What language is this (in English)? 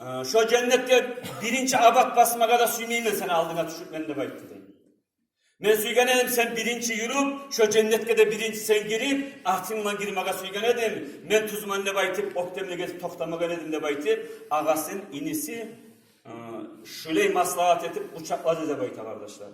Kumyk